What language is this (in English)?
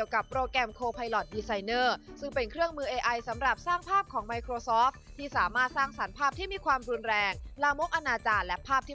Thai